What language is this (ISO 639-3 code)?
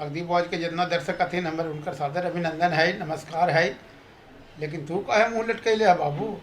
mag